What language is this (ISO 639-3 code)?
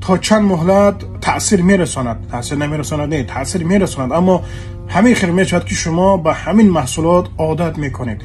tgk